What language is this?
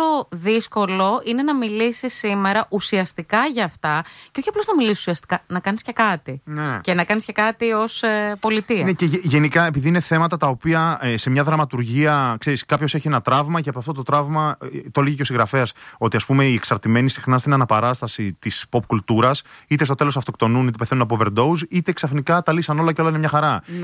Greek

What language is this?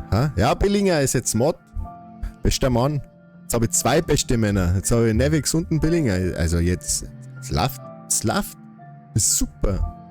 Bavarian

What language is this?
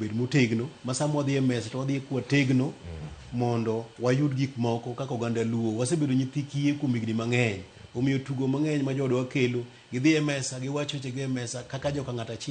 Luo (Kenya and Tanzania)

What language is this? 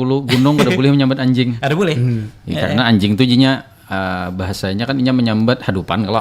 Banjar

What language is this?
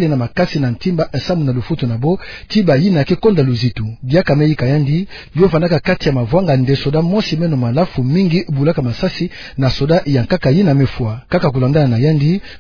Kituba (Democratic Republic of Congo)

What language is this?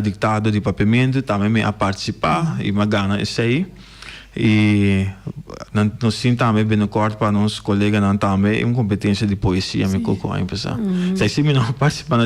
Papiamento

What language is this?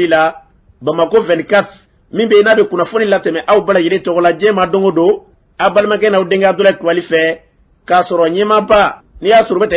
Bambara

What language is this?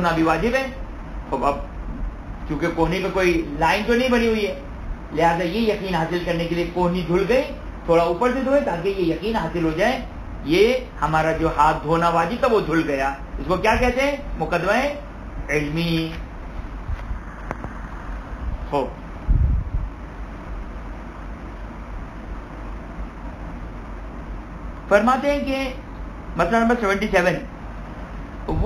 Urdu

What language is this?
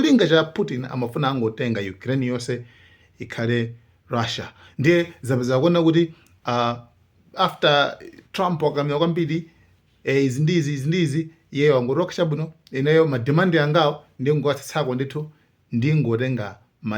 Nyanja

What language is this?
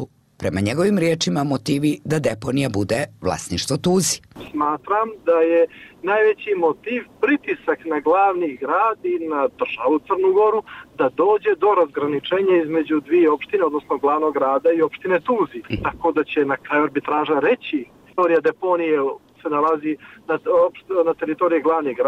Bosnian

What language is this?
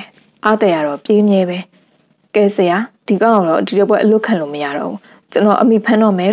Burmese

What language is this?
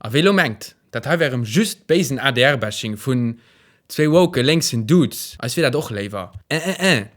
Luxembourgish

